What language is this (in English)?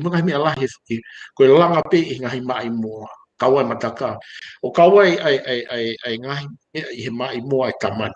Tongan